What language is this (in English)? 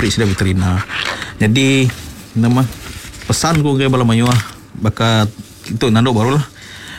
Iban